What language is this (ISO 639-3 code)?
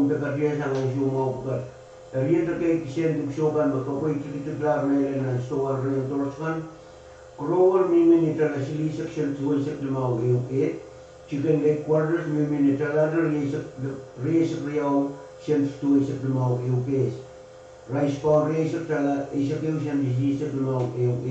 pon